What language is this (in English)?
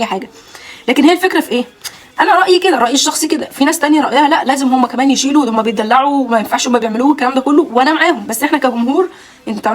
Egyptian Arabic